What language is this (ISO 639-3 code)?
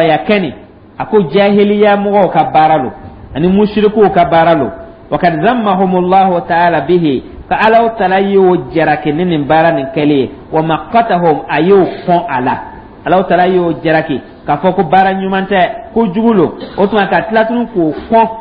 dyu